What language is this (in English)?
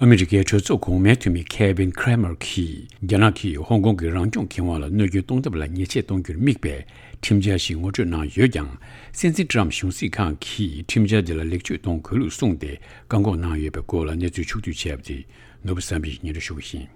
Tibetan